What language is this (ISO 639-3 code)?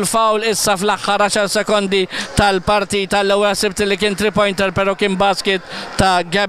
mlt